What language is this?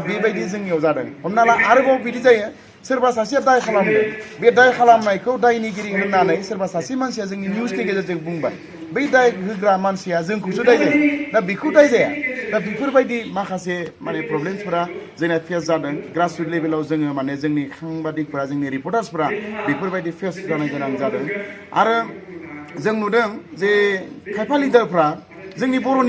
Bodo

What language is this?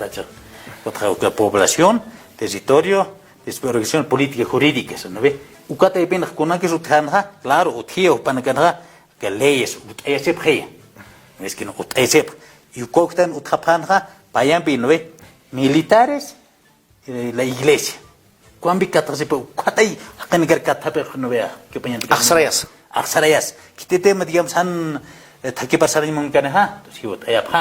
Aymara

